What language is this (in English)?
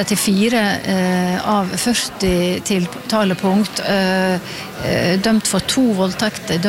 Norwegian